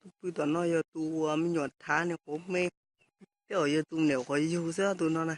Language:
Hmong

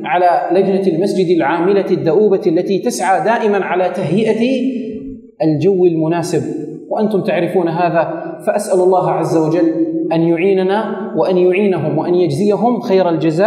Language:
Arabic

